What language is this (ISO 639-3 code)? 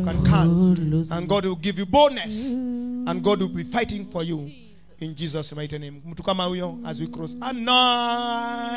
swa